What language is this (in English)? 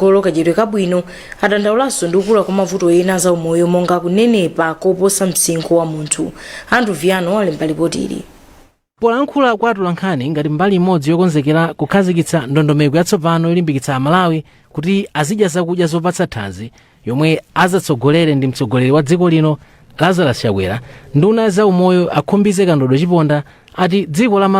Nyanja